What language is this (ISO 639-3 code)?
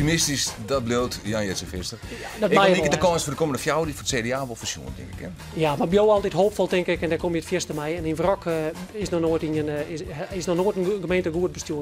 fry